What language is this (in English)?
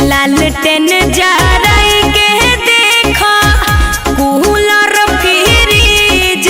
Magahi